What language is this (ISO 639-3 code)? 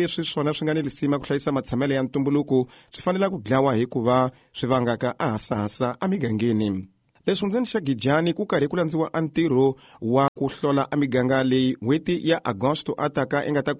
tso